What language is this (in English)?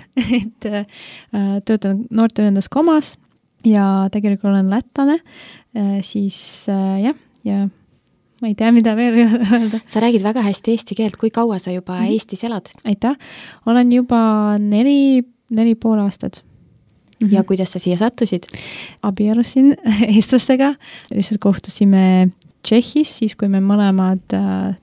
Estonian